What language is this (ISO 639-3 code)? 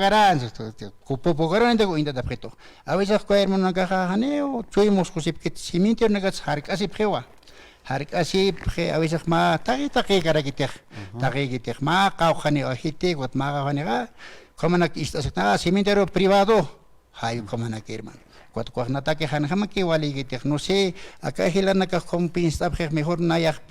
aym